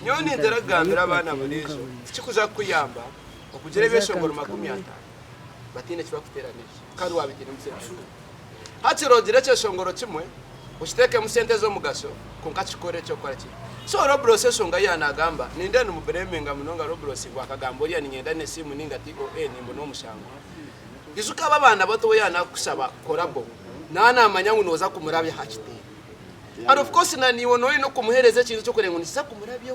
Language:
Nyankole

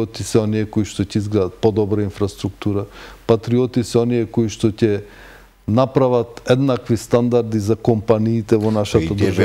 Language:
Macedonian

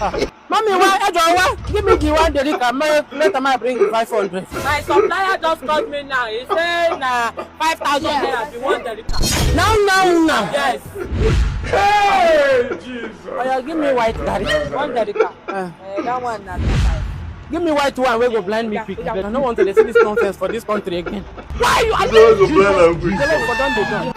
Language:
Nigerian Pidgin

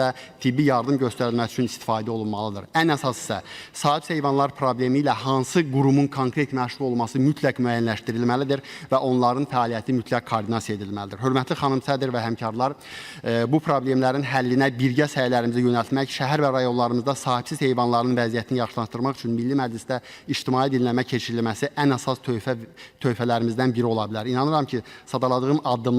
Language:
Azerbaijani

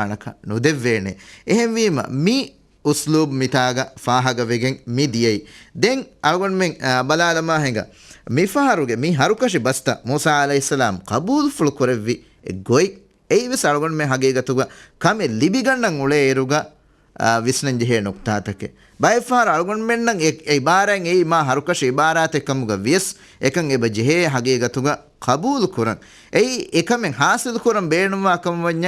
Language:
Divehi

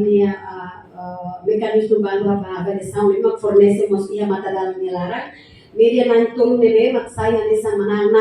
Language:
Tetum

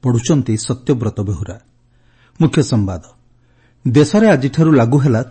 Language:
Odia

